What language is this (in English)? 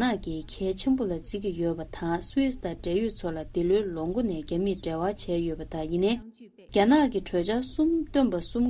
Tibetan